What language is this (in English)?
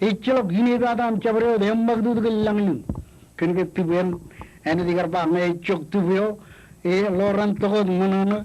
Marshallese